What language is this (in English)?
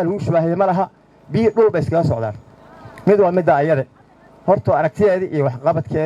Somali